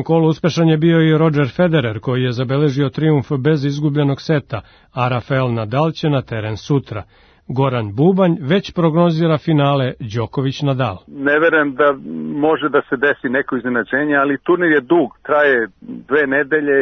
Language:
Serbian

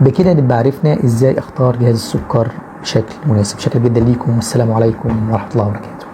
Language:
Egyptian Arabic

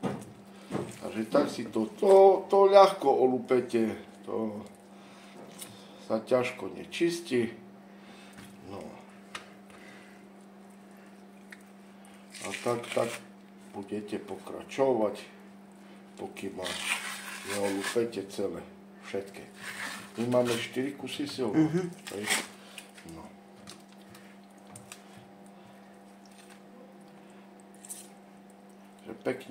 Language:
Slovak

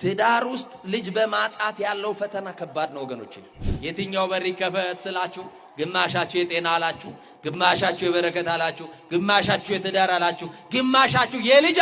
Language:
Amharic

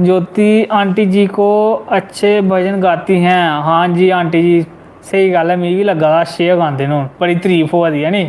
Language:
Dogri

